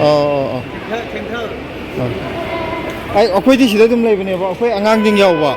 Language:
Manipuri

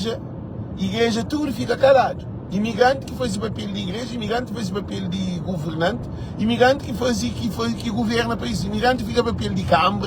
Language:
Kabuverdianu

